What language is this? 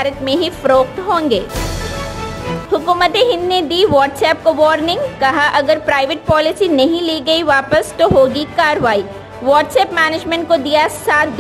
Urdu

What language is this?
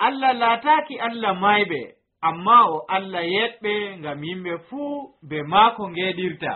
Nigerian Fulfulde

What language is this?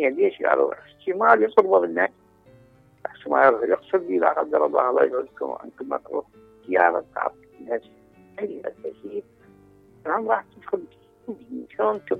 Mesopotamian Arabic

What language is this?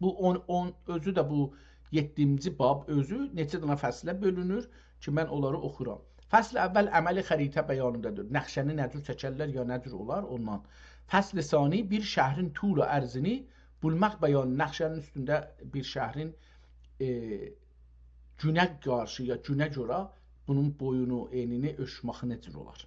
South Azerbaijani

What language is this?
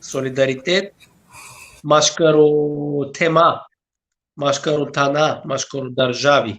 Balkan Romani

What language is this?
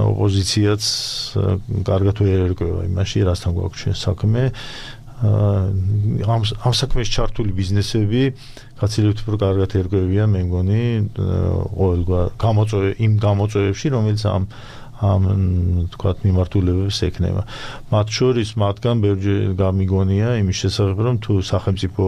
Georgian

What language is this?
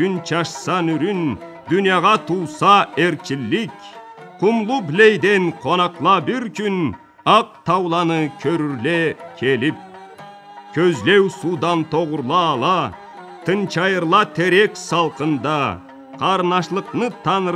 Karachay-Balkar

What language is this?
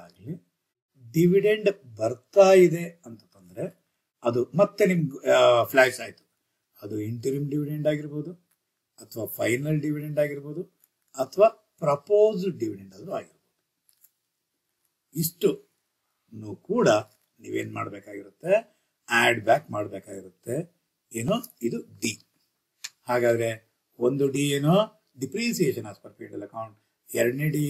Kannada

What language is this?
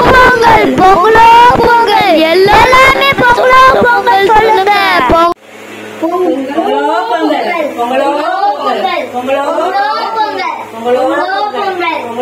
Tamil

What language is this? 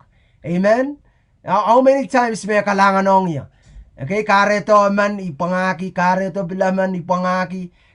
Pohnpeian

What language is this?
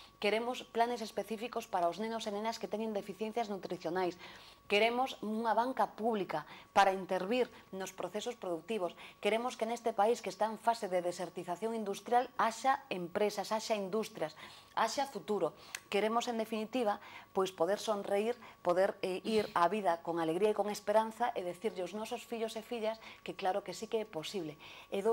Galician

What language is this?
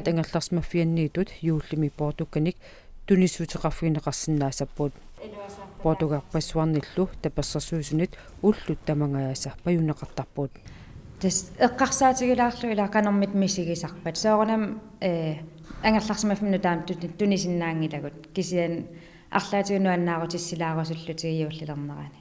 Kalaallisut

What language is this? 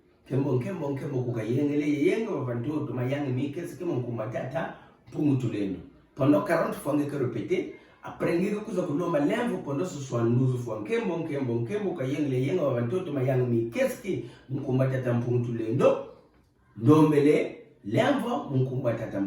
Kituba (Democratic Republic of Congo)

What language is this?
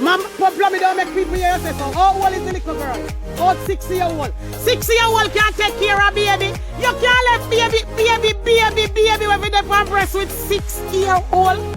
Jamaican Creole English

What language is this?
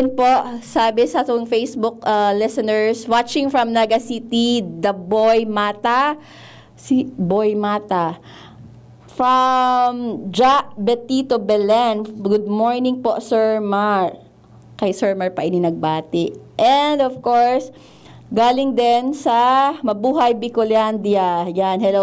Bikol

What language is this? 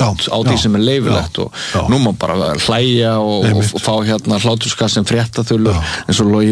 Icelandic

